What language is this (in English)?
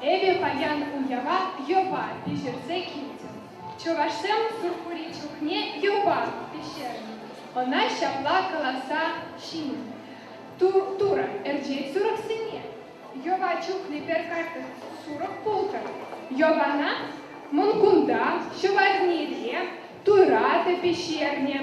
Chuvash